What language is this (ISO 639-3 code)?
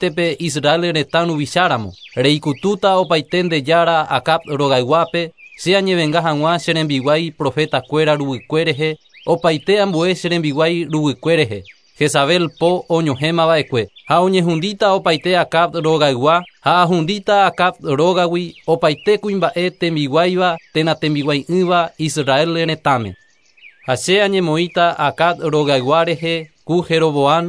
grn